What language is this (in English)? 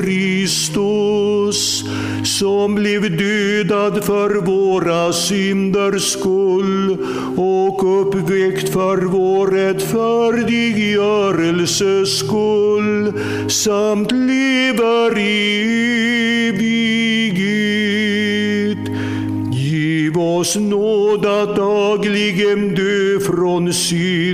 Swedish